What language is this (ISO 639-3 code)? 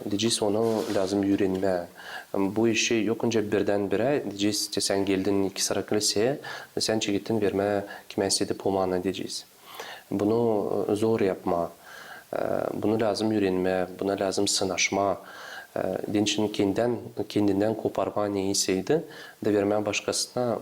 gag